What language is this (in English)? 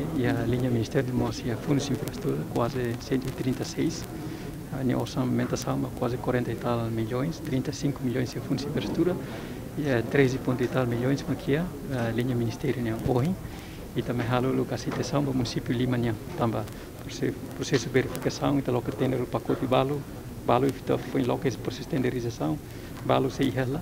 Tetum